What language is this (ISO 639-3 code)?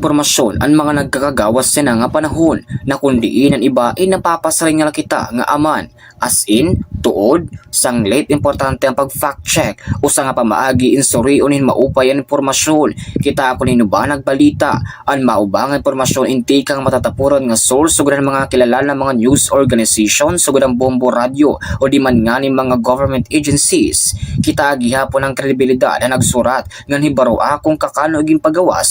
war